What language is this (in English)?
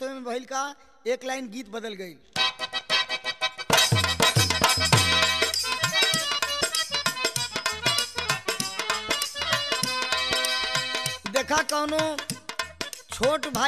Bhojpuri